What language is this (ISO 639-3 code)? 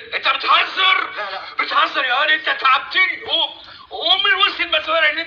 arz